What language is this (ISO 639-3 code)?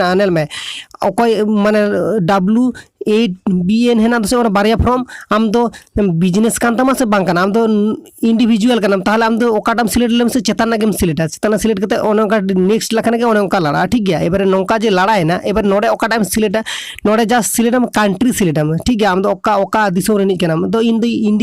sat